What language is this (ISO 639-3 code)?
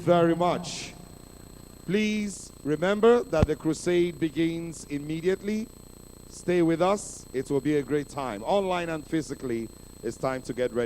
ewe